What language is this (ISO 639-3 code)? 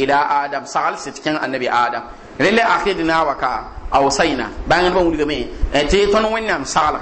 mos